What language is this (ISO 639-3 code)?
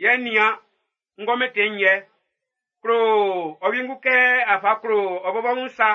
bci